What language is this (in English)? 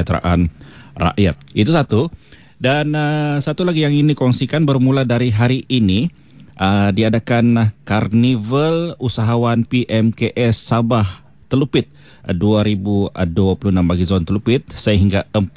Malay